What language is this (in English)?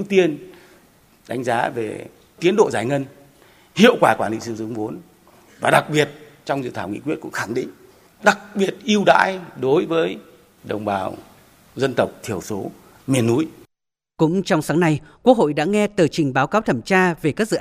Vietnamese